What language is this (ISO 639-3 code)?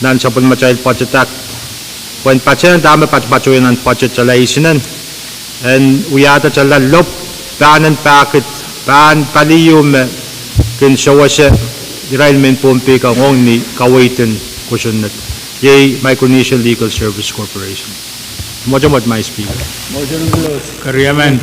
pon